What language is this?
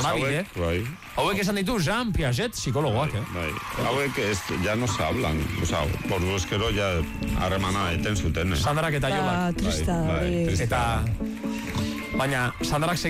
Basque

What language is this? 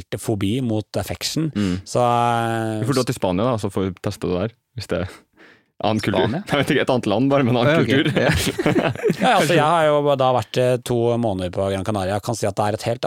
Norwegian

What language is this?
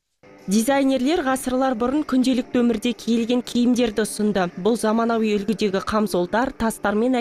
Kazakh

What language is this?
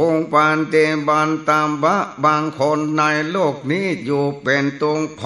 Northern Thai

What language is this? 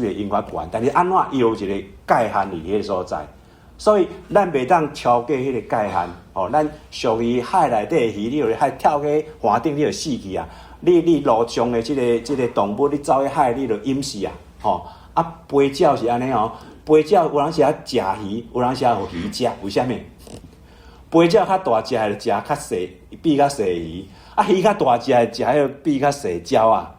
Min Nan Chinese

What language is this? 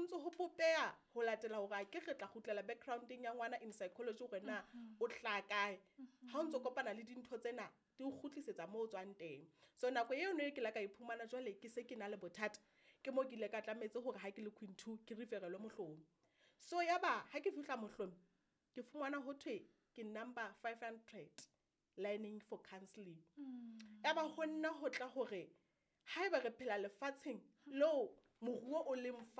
Southern Sotho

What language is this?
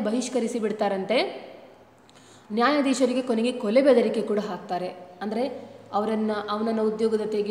Kannada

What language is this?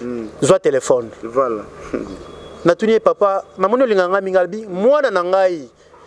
Lingala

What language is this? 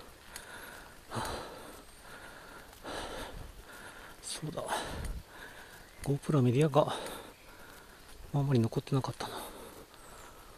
Japanese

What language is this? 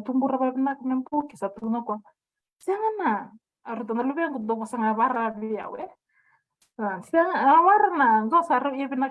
Fijian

